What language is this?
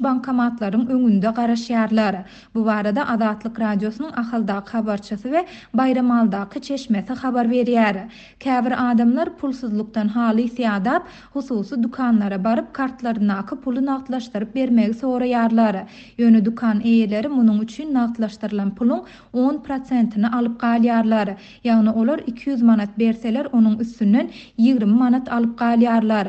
Turkmen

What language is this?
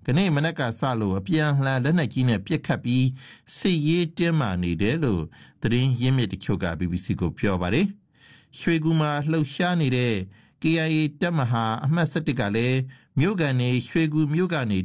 Burmese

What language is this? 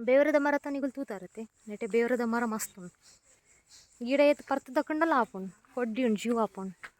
Tulu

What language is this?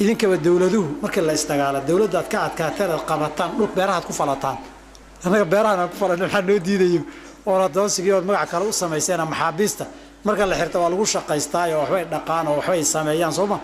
Somali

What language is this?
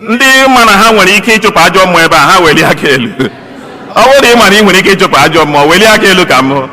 Igbo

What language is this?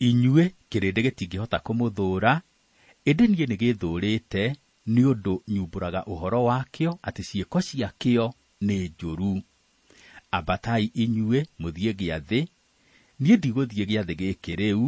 Kikuyu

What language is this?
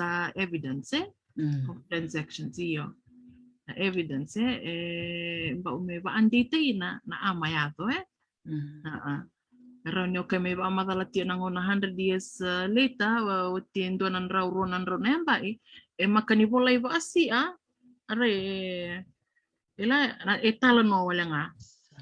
Fijian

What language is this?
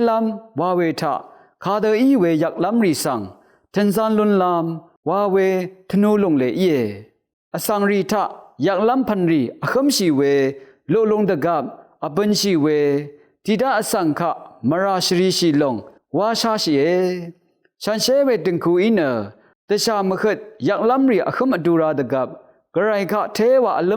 Rawang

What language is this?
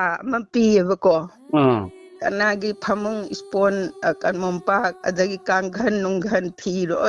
Manipuri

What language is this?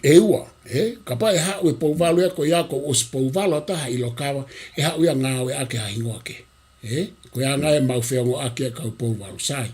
Tongan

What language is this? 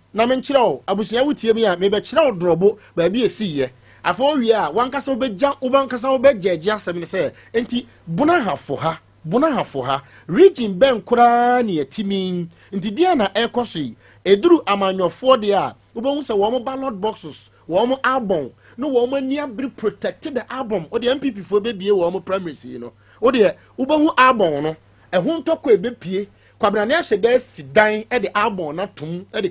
Akan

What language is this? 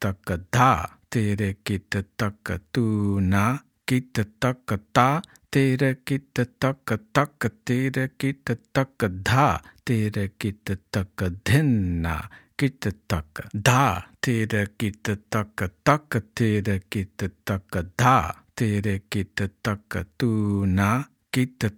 Slovenian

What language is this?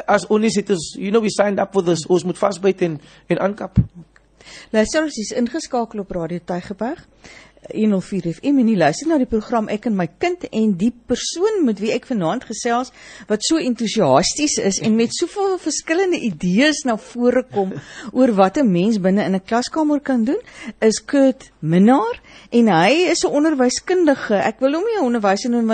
Afrikaans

